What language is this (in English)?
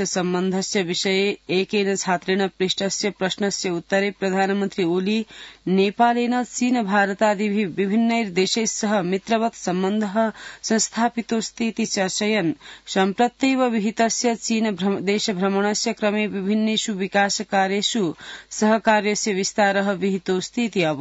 Sanskrit